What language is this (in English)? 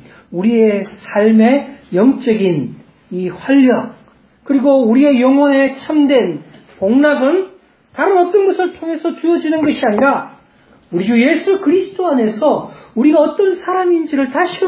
Korean